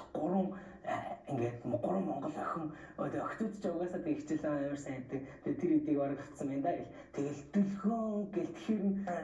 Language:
Mongolian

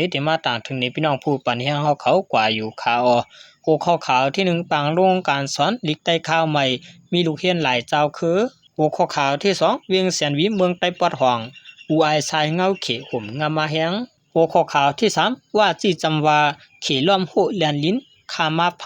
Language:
Shan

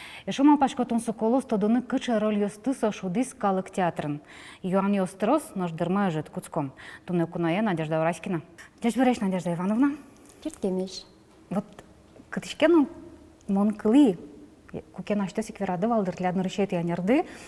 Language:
Udmurt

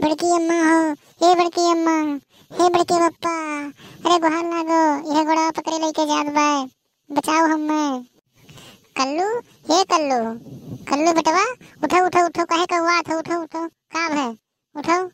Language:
Awadhi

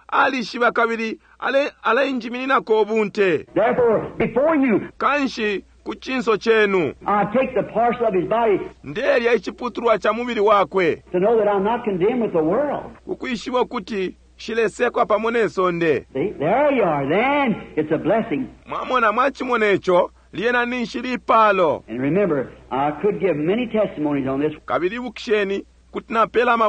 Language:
Bemba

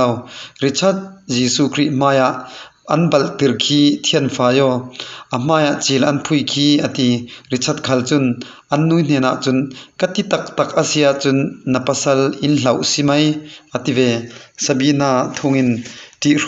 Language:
Falam Chin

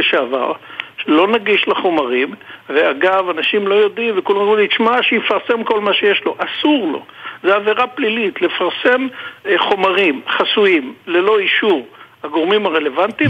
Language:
Hebrew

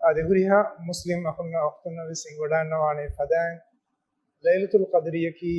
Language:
Divehi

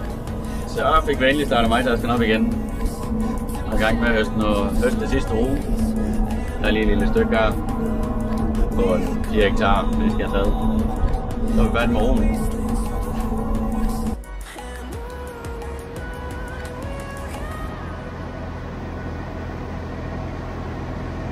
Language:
Danish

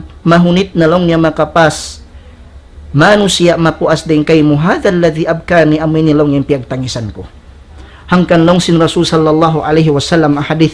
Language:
Tausug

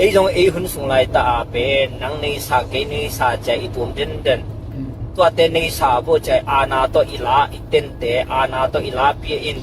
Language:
Tedim Chin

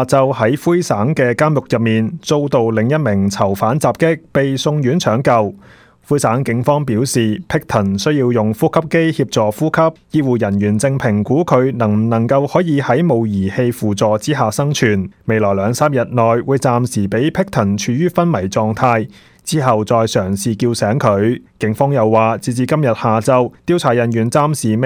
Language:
Cantonese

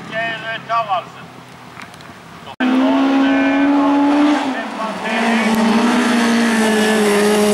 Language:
Norwegian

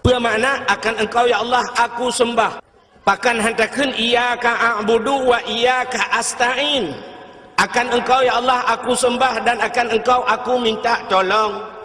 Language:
Achinese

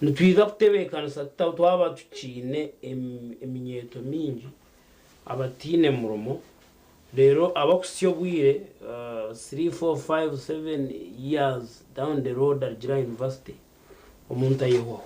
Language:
Nyankole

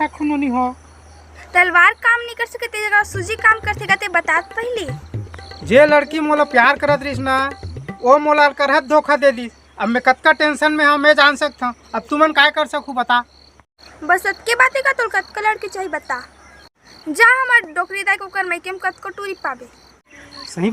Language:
Chhattisgarhi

